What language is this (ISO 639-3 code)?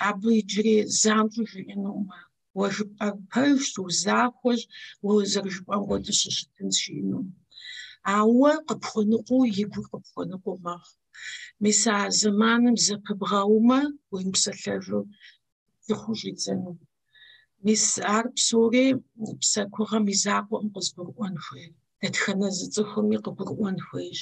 kbd